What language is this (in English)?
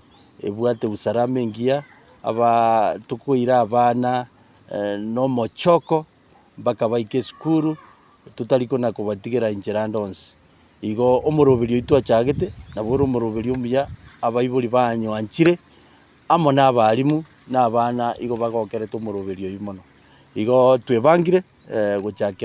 Gusii